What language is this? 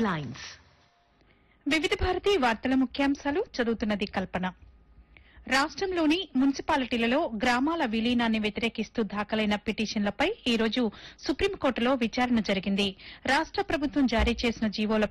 Telugu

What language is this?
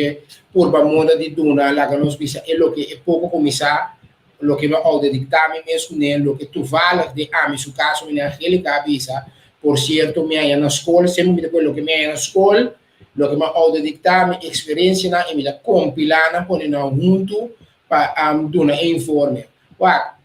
Papiamento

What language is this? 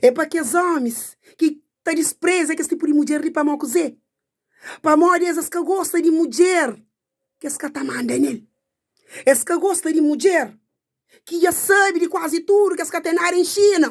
Kabuverdianu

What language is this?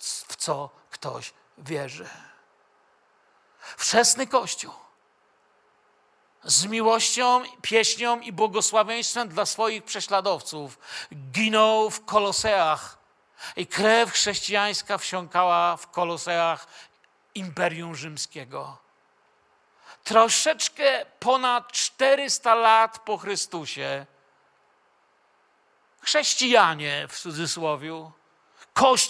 Polish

